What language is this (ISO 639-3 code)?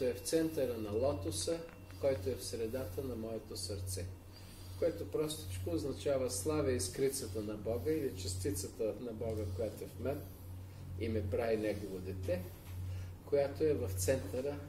bul